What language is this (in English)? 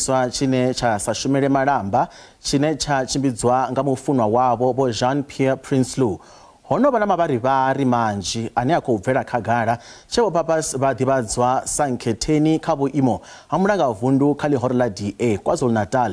Venda